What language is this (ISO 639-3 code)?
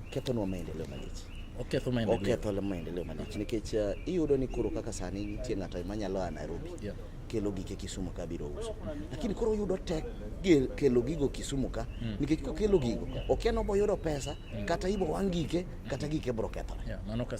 luo